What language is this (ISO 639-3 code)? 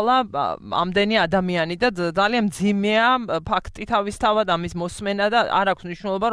kat